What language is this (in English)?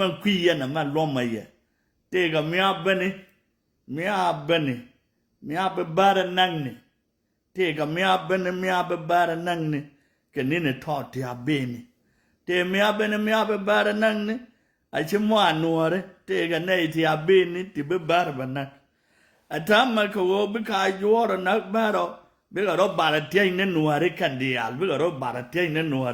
Nuer